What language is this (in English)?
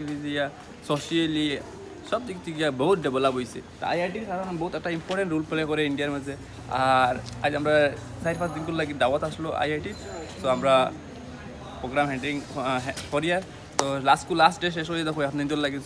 Santali